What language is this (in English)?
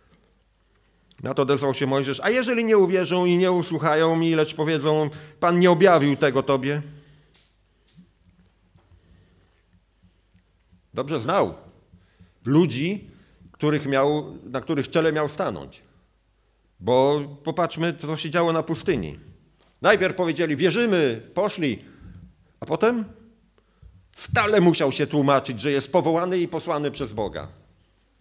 Polish